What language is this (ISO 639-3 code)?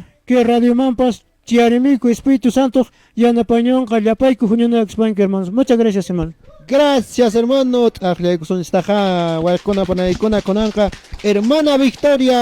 que